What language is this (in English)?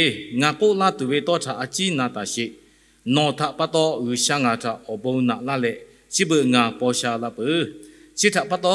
Lahu